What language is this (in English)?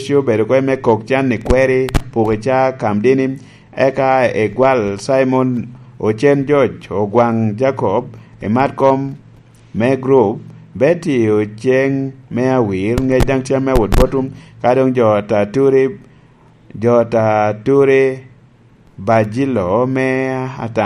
Lango (Uganda)